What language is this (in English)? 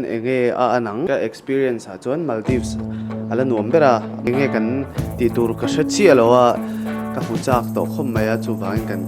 Mizo